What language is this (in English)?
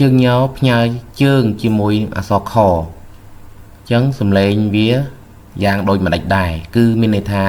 Khmer